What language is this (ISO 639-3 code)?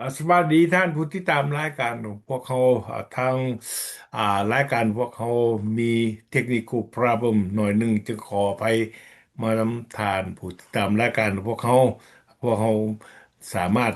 lao